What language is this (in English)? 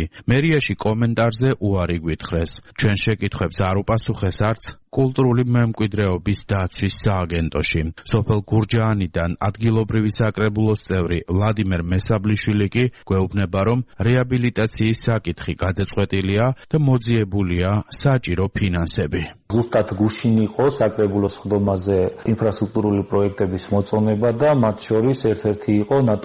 Georgian